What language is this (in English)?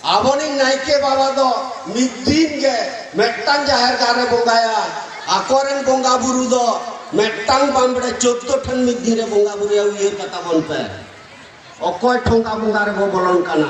Santali